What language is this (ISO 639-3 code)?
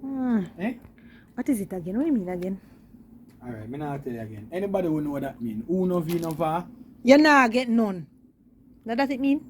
jam